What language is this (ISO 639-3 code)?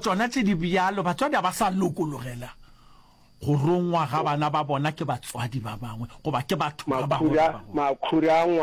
nso